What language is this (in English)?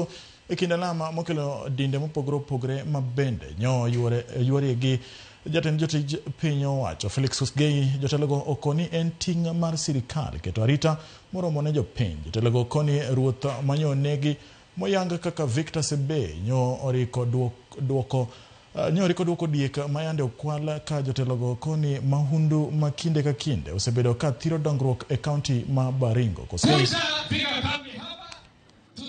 Luo (Kenya and Tanzania)